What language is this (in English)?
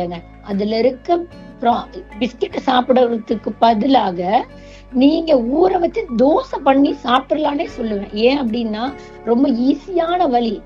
Tamil